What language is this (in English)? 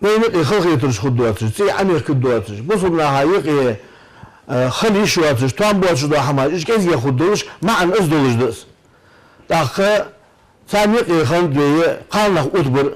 Ingush